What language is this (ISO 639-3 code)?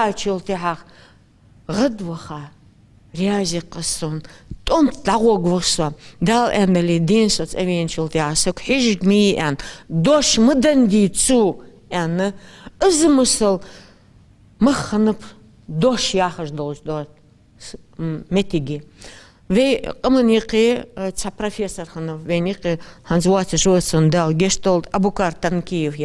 inh